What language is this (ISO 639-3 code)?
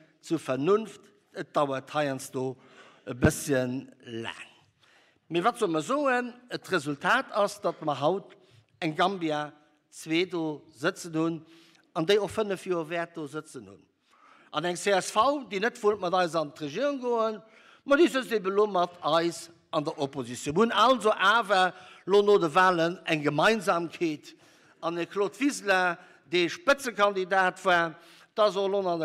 ltz